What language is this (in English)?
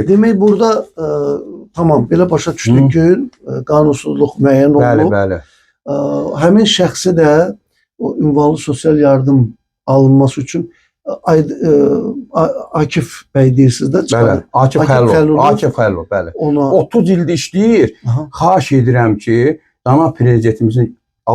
Azerbaijani